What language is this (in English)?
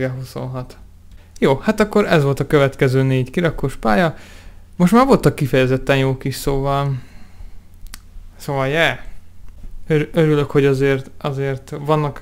Hungarian